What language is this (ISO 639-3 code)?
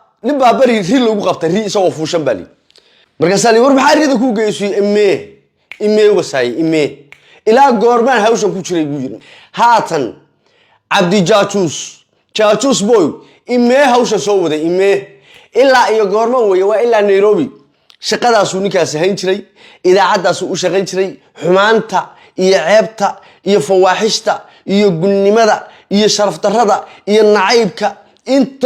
som